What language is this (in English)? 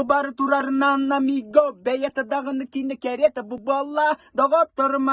Yakut